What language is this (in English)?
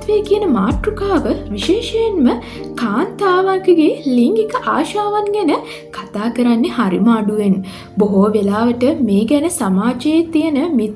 Sinhala